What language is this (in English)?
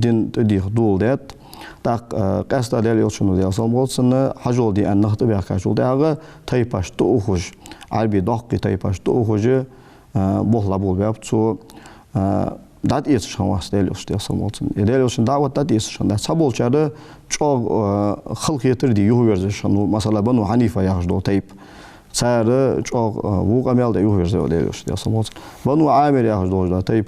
Ingush